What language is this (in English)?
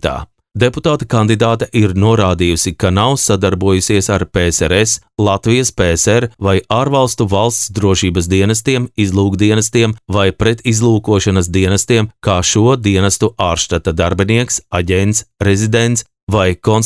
Latvian